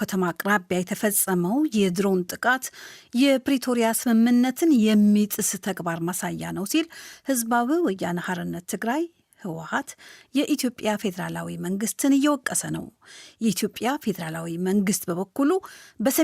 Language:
Amharic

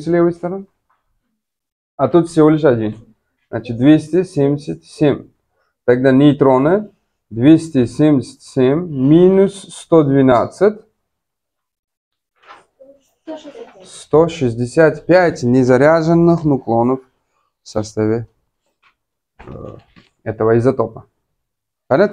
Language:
Russian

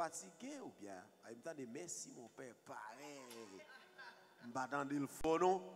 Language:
French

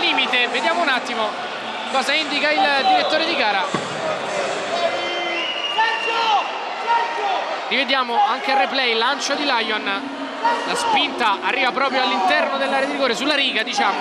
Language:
Italian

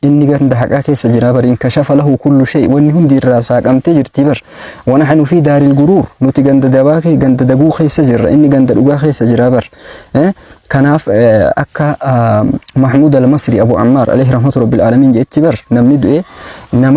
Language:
Oromo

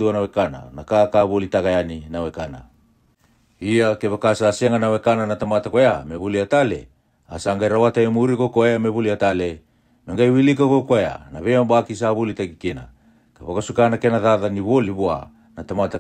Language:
Fijian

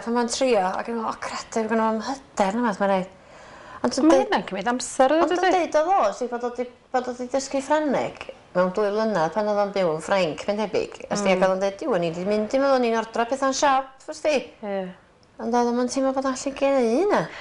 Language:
Welsh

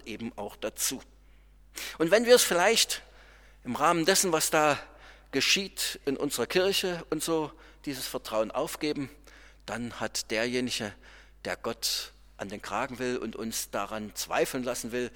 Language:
German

